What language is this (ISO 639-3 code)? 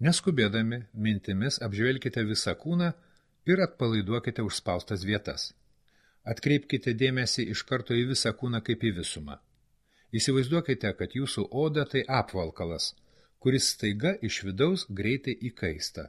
lit